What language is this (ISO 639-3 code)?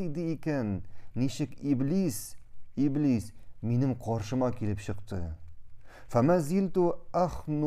tat